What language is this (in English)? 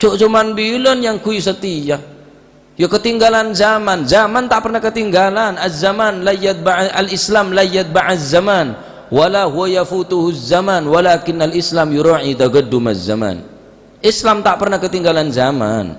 Madurese